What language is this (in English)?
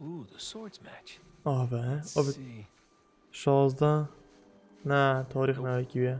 Kurdish